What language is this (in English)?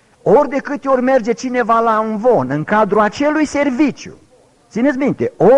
Romanian